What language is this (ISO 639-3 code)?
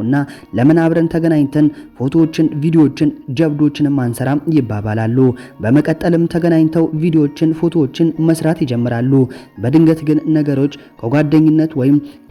amh